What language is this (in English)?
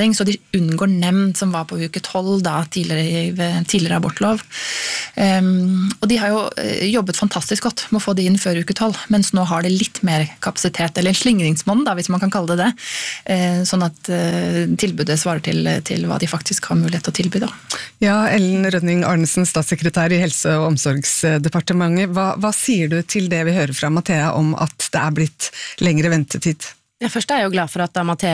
Norwegian